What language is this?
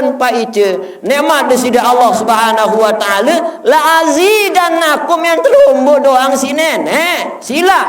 Sasak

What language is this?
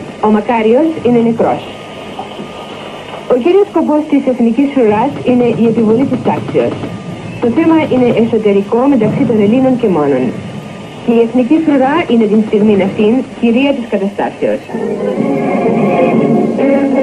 Greek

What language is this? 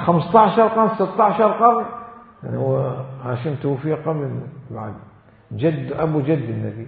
Mesopotamian Arabic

